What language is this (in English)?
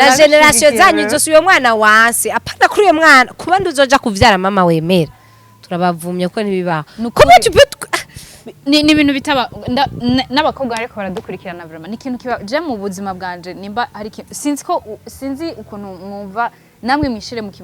Rundi